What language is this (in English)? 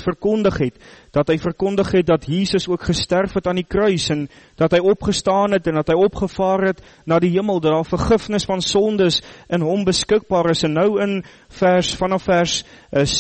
Afrikaans